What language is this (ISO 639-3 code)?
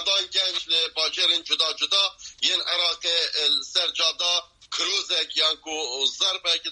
kur